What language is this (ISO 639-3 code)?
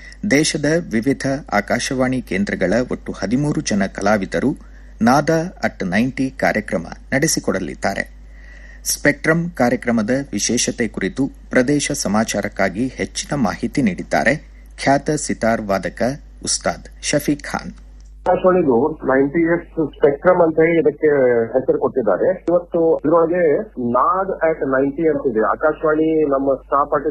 kan